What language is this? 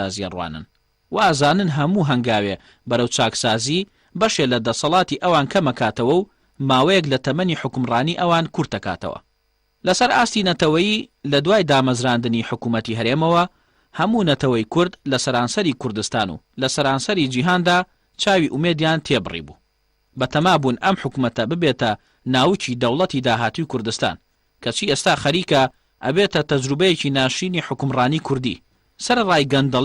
Central Kurdish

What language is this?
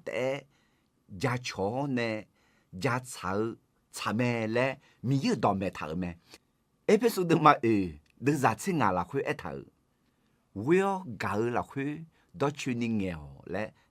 Akha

